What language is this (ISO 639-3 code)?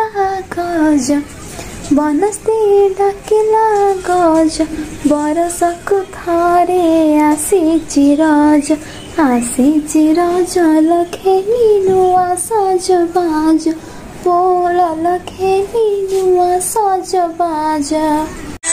ori